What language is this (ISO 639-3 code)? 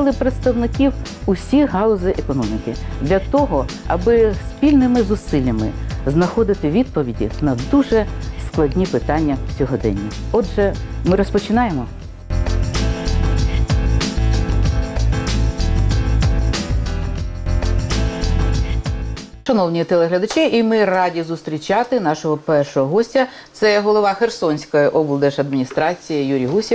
ukr